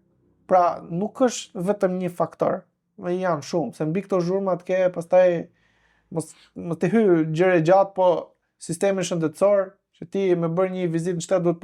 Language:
Albanian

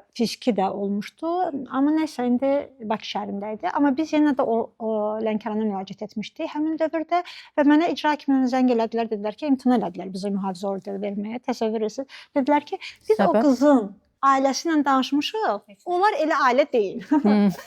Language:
Azerbaijani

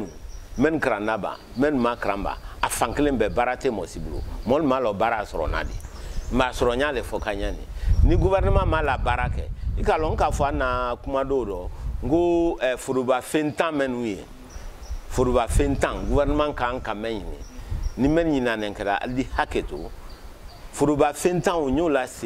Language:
Bambara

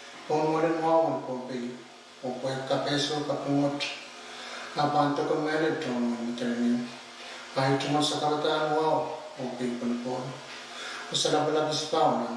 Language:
Pohnpeian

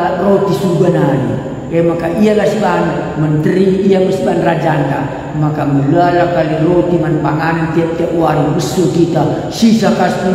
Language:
Batak Karo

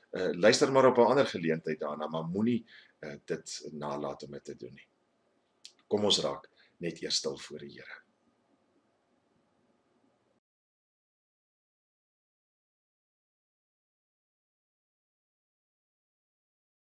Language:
Afrikaans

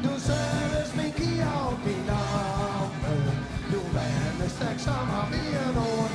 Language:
Western Frisian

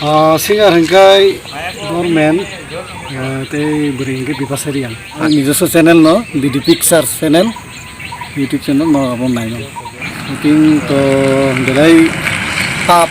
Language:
Kok Borok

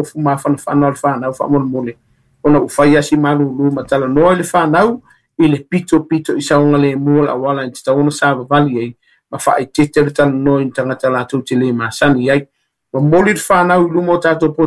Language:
Samoan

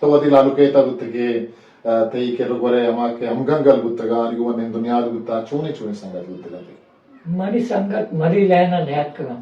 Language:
Eastern Balochi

